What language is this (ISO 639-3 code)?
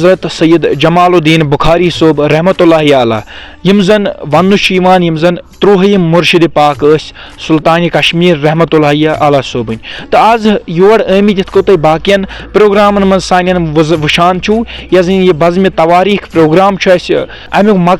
kas